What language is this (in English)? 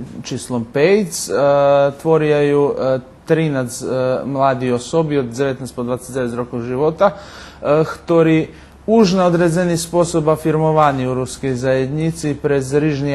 Rusyn